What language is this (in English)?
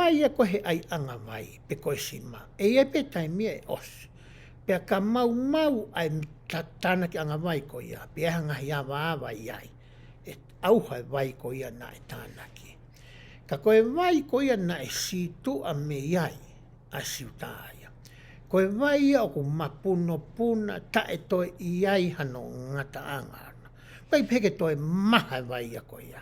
Tongan